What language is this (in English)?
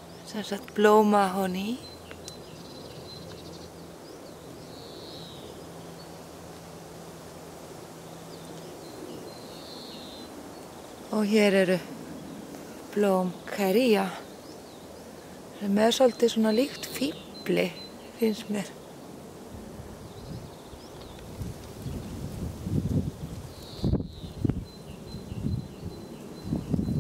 Icelandic